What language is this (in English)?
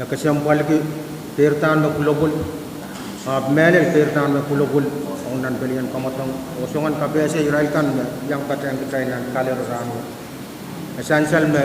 Pohnpeian